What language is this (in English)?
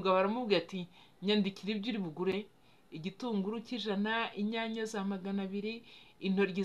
Kinyarwanda